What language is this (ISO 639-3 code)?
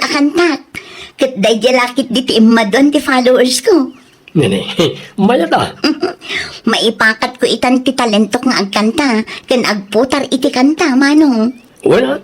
ilo